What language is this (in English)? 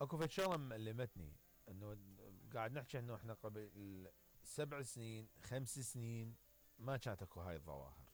Mesopotamian Arabic